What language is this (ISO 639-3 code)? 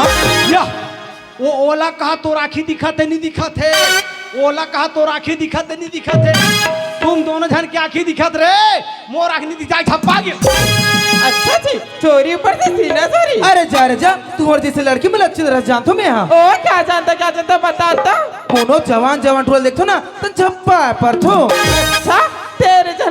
hne